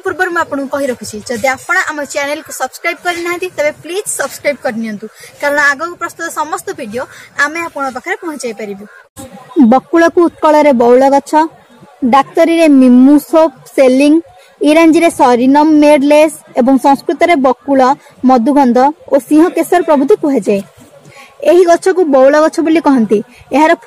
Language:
Odia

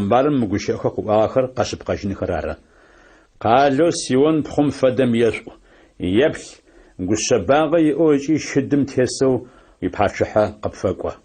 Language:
Adyghe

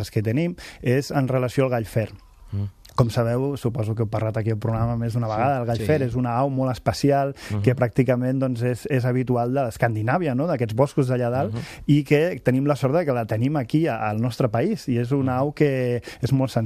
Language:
Catalan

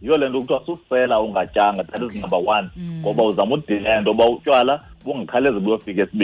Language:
Xhosa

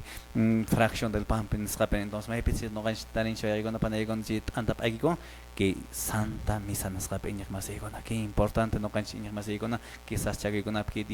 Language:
Quechua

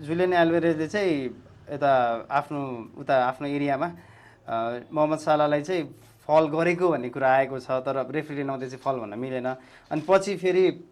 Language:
Nepali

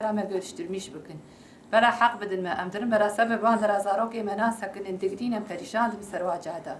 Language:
Kurdish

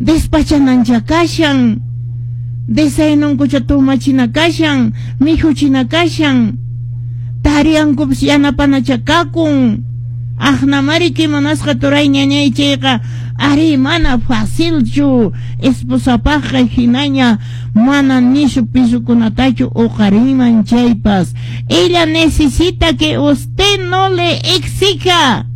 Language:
Quechua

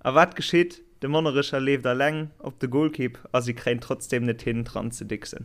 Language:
Luxembourgish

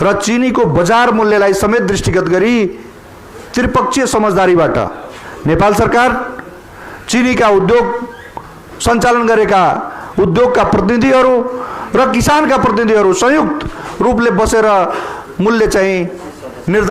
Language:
Nepali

